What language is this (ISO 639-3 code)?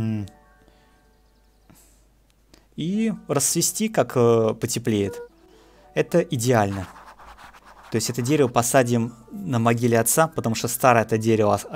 rus